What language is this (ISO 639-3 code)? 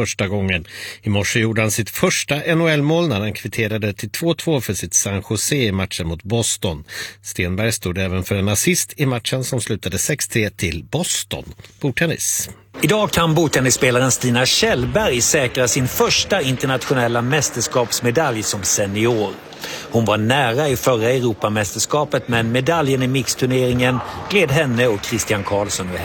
swe